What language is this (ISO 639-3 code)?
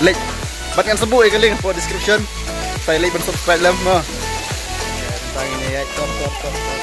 kha